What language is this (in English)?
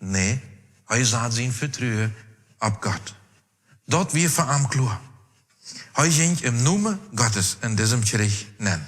Plautdietsch